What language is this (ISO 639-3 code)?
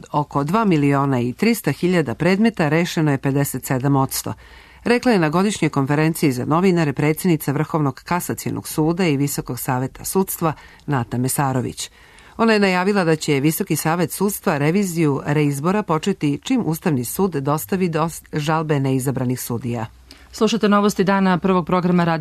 srp